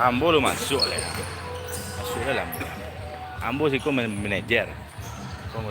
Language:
Minangkabau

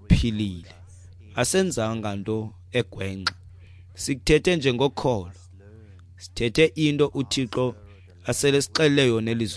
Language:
Xhosa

